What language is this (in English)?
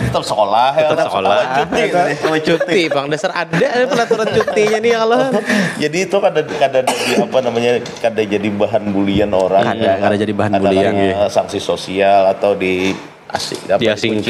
Banjar